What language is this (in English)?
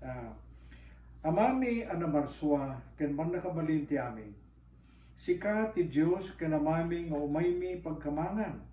Iloko